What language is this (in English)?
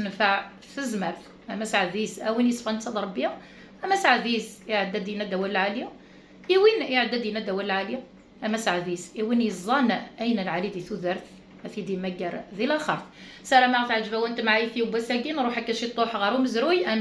Kabyle